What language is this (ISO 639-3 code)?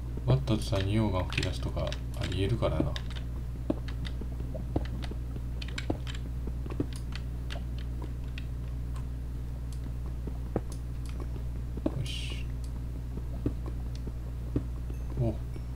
jpn